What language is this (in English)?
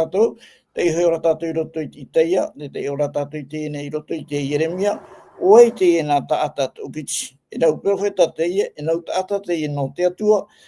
Tahitian